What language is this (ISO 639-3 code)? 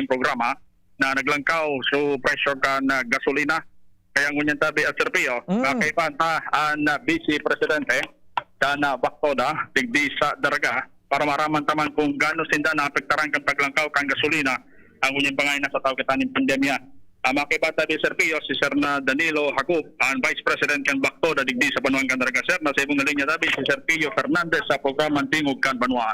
bik